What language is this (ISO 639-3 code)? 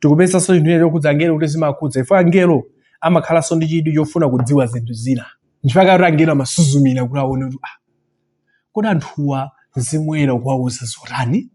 nya